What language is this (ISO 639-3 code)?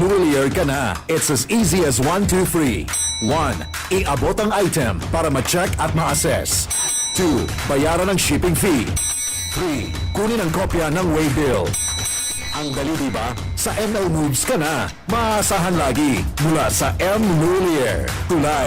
bik